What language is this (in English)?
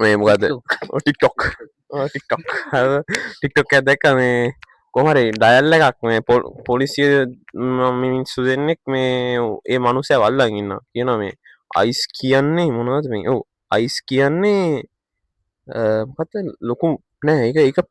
Sinhala